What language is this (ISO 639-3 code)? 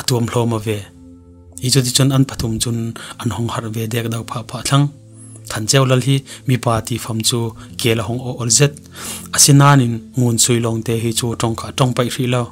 cfm